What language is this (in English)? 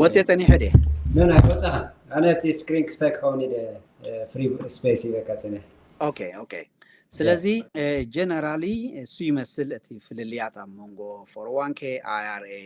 Tigrinya